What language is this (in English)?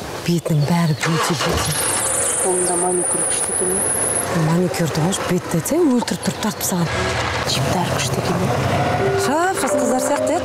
Kazakh